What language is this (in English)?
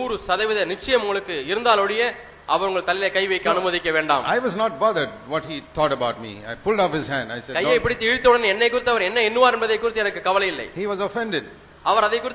Tamil